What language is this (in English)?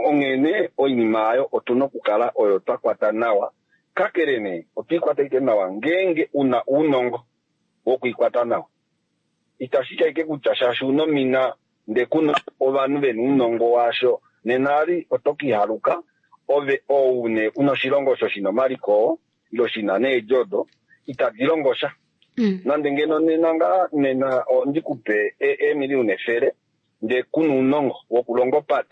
Kuanyama